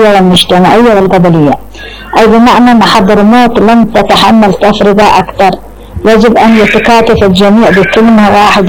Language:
Arabic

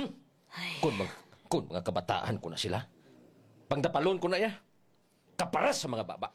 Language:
Hiligaynon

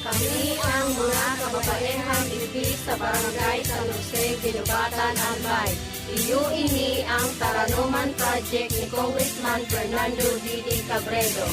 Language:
Bikol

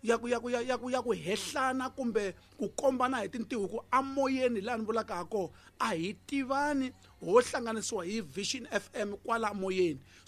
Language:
Tsonga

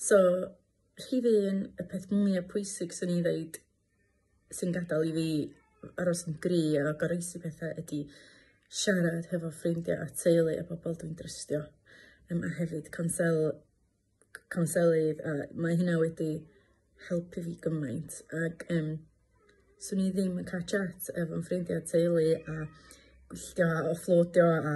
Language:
Welsh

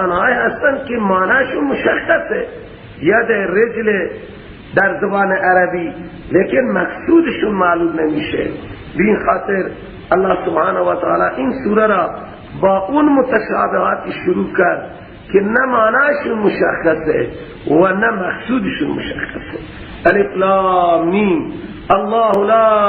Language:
Persian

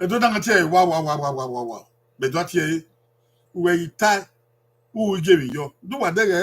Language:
Bini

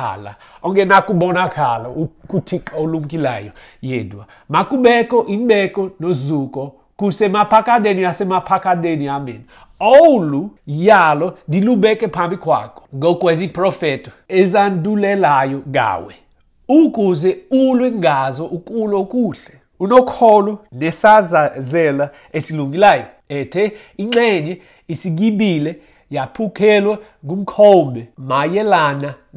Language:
Xhosa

